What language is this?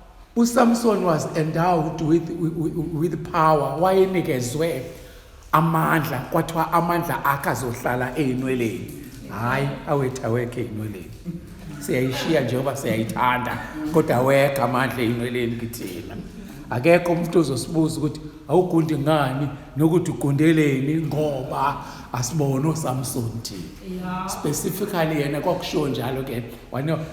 Zulu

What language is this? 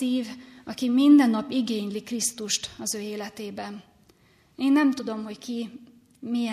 Hungarian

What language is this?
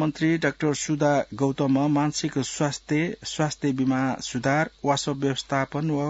Newari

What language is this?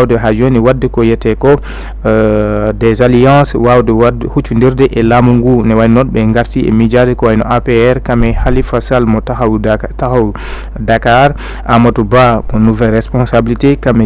Fula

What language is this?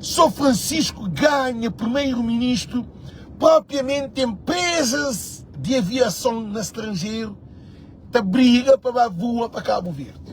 Kabuverdianu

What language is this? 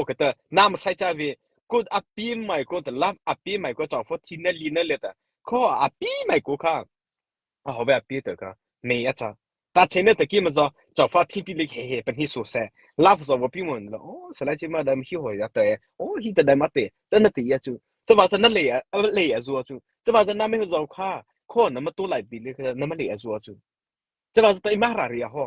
Mara Chin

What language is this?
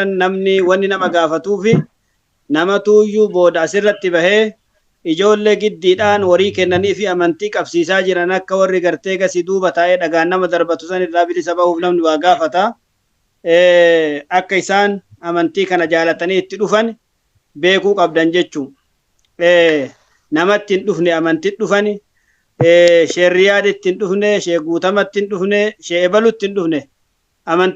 Oromo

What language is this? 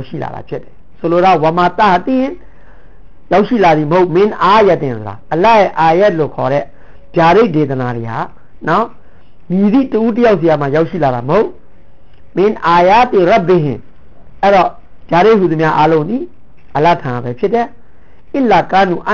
Burmese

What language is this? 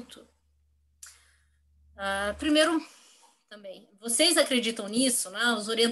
Portuguese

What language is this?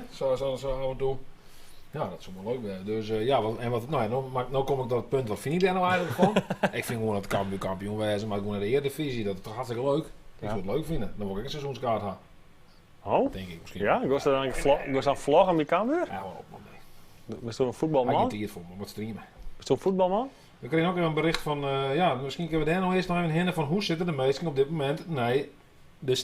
Western Frisian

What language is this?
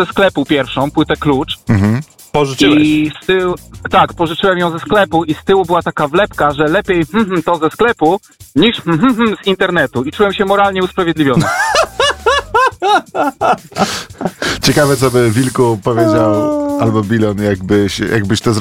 Polish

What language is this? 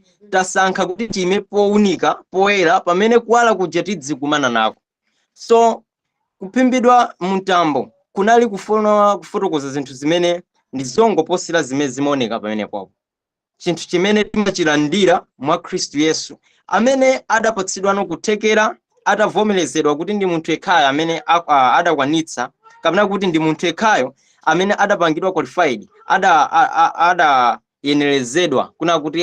Nyanja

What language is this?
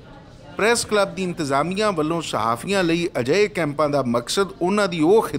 Western Panjabi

